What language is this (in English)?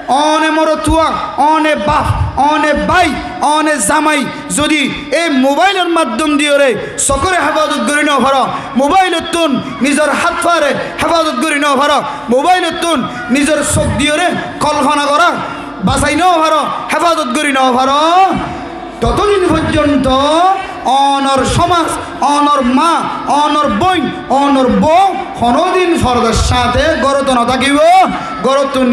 Rohingya